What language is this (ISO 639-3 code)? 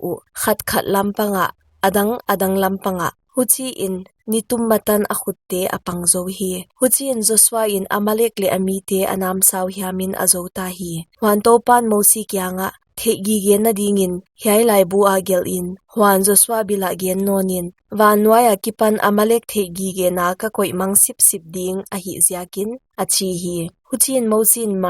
pck